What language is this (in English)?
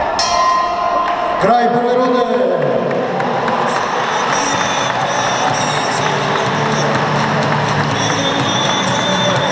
Croatian